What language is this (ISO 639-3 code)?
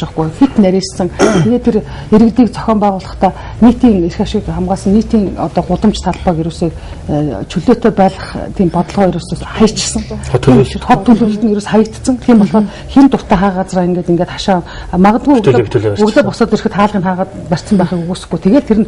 mon